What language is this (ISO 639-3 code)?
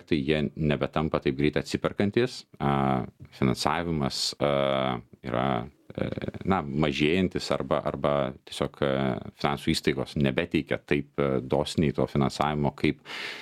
lit